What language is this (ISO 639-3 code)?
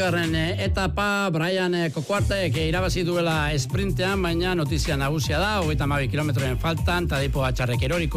eus